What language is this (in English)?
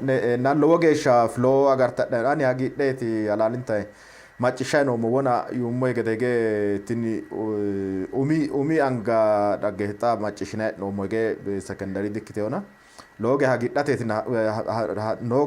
Sidamo